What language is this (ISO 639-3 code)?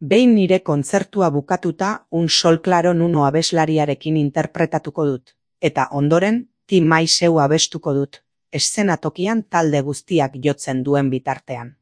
eus